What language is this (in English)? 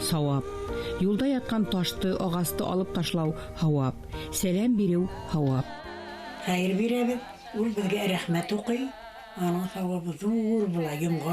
Bashkir